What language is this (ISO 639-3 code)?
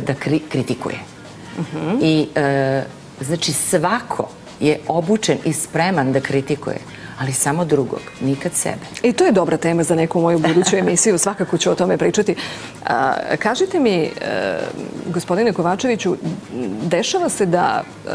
srp